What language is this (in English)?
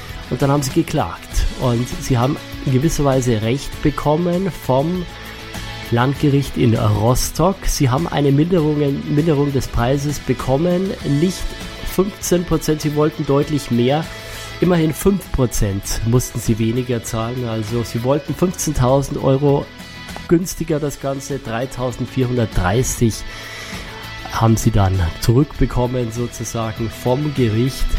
German